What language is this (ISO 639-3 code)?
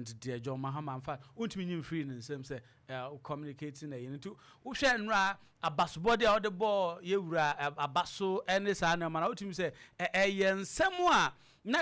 aka